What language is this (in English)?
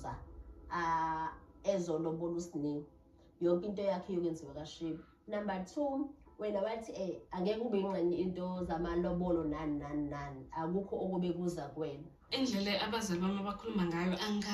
Zulu